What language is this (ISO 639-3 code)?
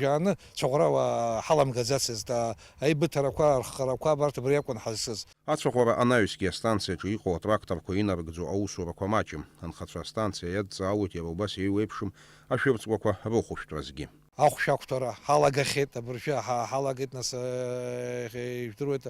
abk